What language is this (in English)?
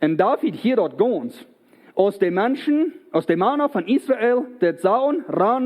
Plautdietsch